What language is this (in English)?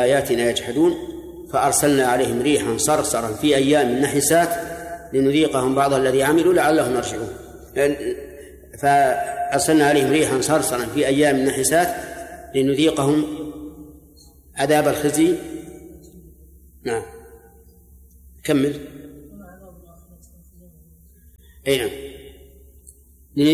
Arabic